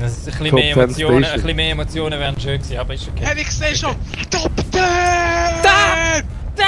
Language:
Swiss German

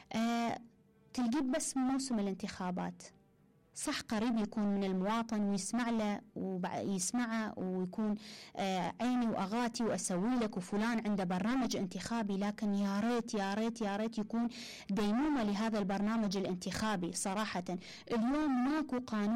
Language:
Mesopotamian Arabic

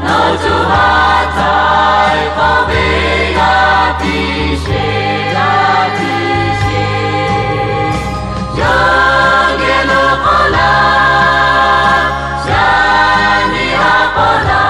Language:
Lahu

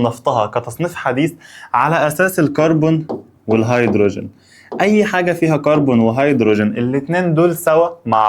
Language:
Egyptian Arabic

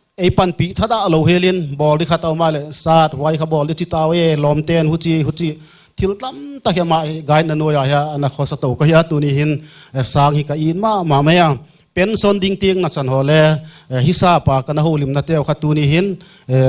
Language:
Paite Chin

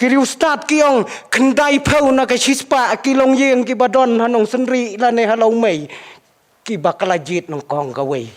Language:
Khasi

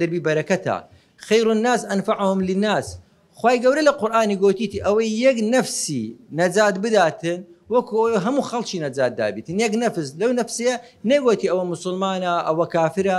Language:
Central Kurdish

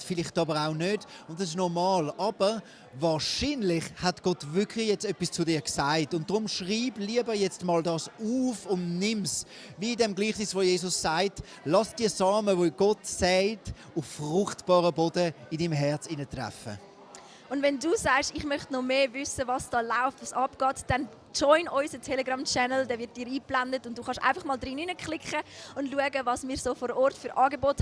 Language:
Swiss German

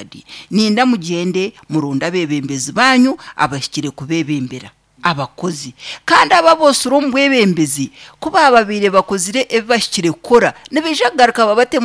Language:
Nyankole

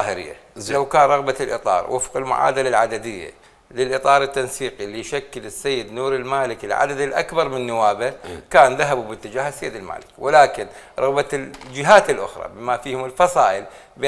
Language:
Mesopotamian Arabic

